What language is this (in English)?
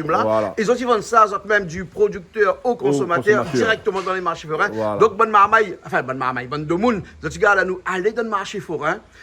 Réunion Creole French